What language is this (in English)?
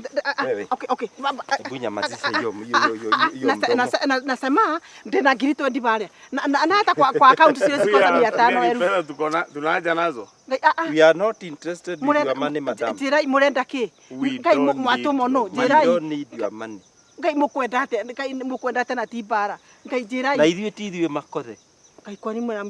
Kikuyu